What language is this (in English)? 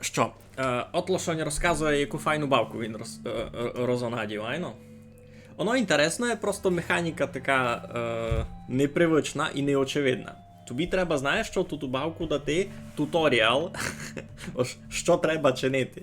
Rusyn